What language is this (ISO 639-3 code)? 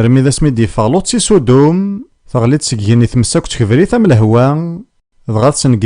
kab